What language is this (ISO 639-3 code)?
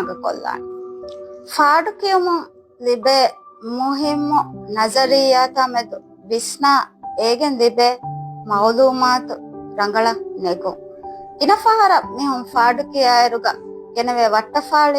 div